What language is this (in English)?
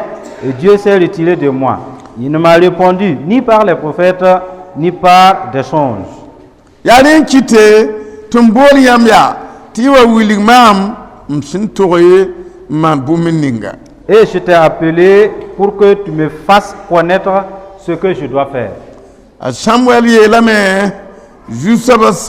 Mossi